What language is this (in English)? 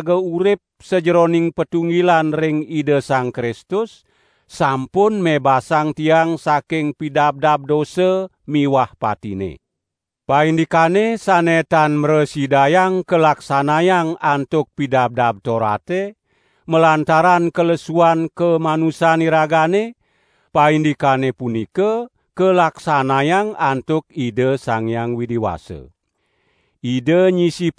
Balinese